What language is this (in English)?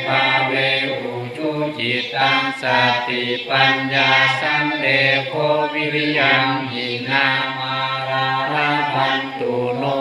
Pali